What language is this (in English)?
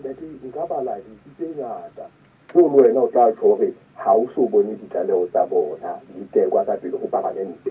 Southern Sotho